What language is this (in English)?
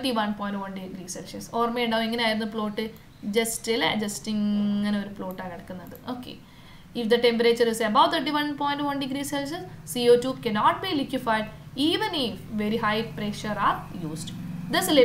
Malayalam